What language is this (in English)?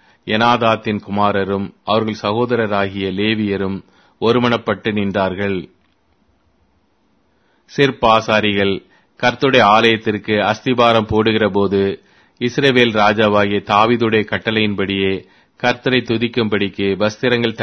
Tamil